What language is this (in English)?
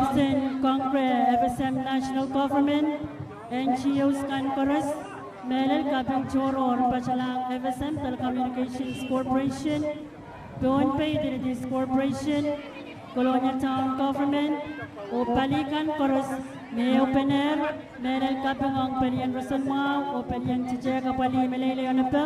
Pohnpeian